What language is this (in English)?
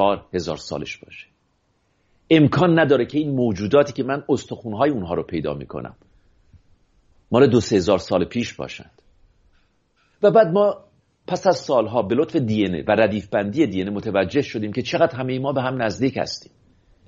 Persian